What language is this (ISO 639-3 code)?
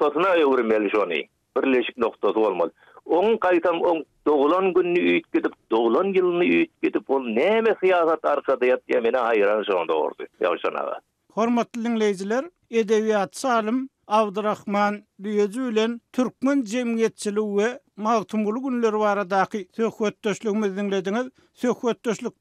tuk